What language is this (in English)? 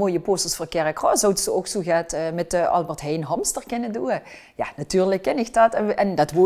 Limburgish